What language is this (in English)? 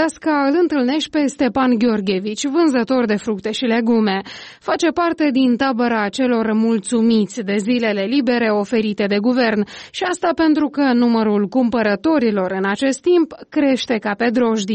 Romanian